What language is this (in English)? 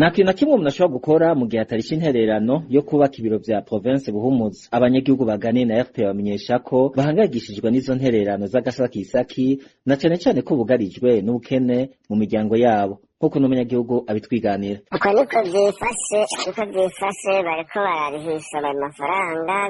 Rundi